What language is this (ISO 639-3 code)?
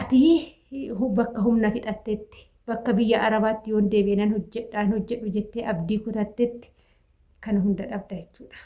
orm